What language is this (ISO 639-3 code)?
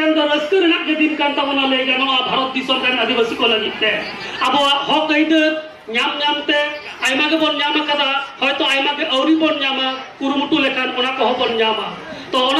sat